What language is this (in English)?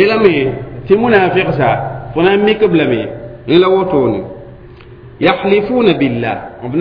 Mossi